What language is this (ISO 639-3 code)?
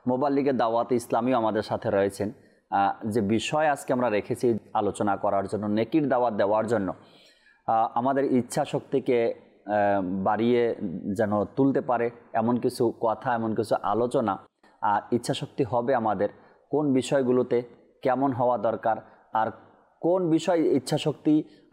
ben